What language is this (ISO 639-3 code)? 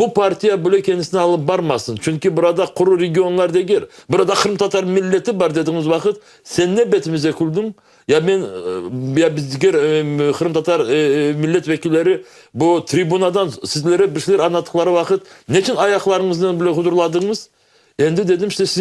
crh